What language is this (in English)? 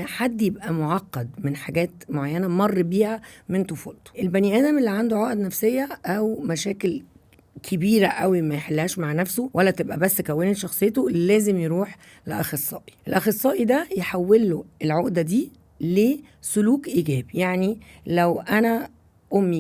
Egyptian Arabic